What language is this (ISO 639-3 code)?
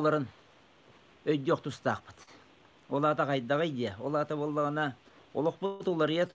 sah